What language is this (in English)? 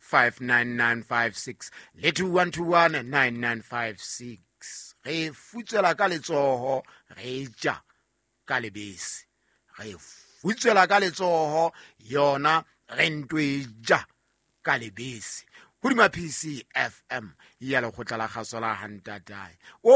Southern Sotho